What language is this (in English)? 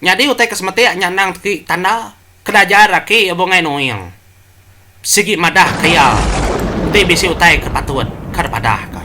Iban